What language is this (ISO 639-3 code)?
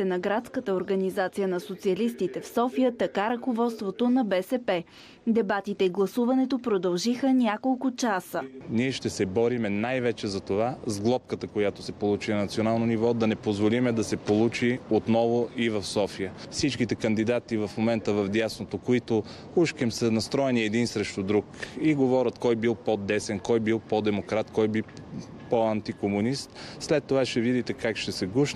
bul